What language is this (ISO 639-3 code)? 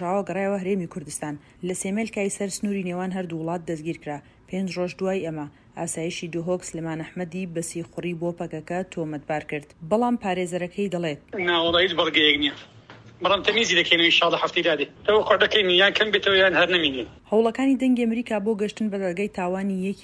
ckb